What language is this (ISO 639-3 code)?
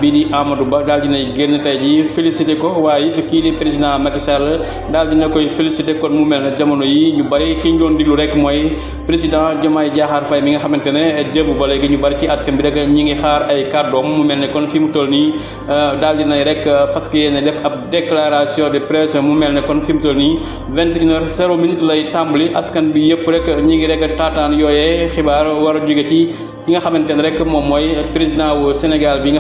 wol